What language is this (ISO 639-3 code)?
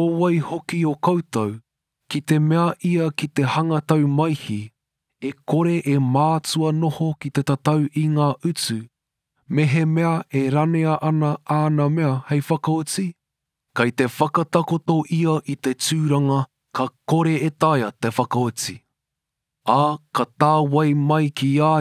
mri